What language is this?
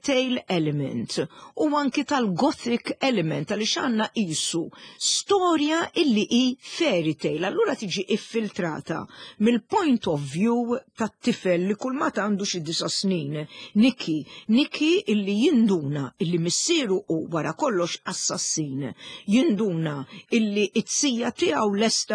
Maltese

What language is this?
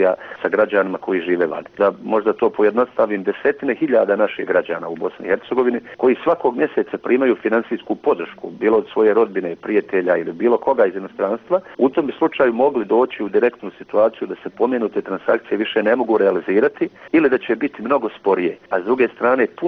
Bosnian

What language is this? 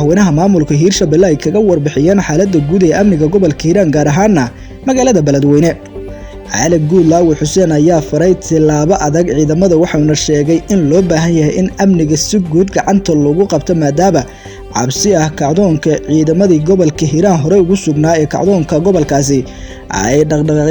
Somali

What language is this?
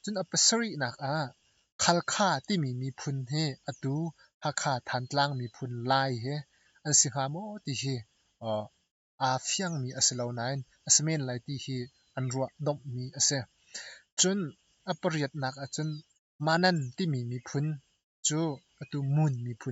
Hakha Chin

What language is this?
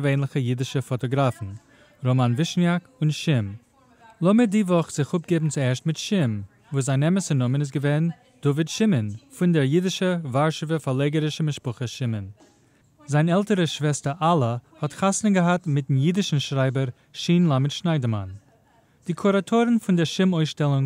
Yiddish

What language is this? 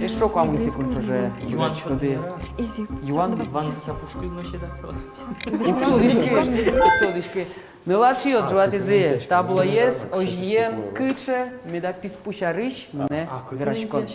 Udmurt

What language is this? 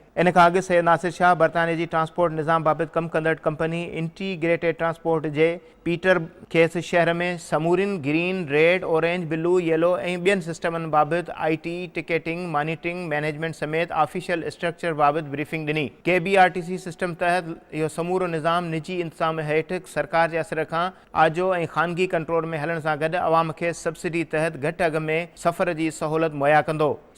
Sindhi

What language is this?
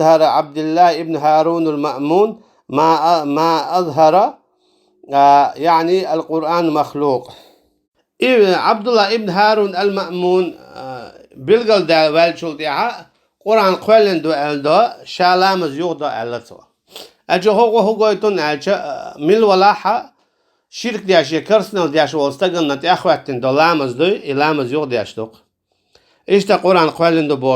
Chechen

